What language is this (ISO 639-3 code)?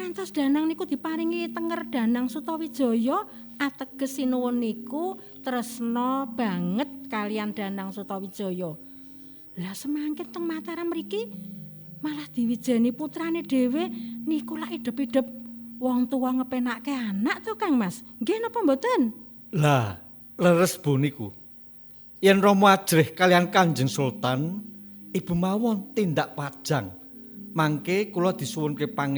jav